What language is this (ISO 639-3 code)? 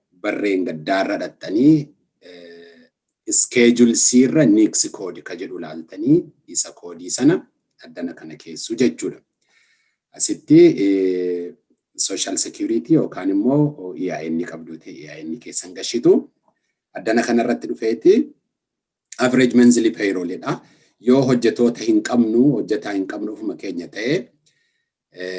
orm